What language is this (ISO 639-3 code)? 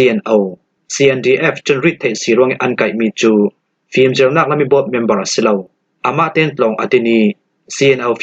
cfm